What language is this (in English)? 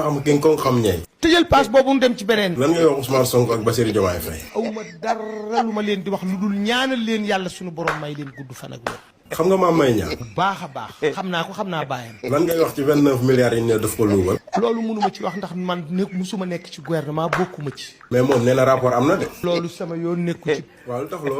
Wolof